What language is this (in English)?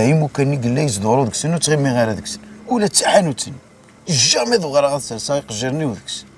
Kabyle